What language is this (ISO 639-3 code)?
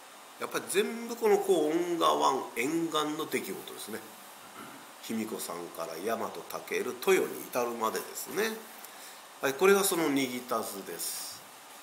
jpn